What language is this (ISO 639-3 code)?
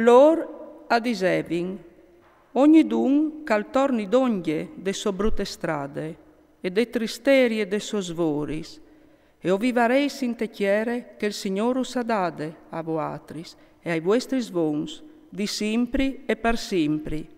fur